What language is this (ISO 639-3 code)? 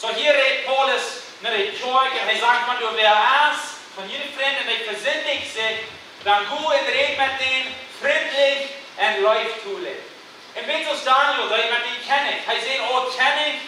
pdt